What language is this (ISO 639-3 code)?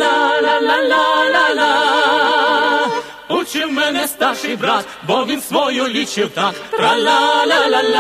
ukr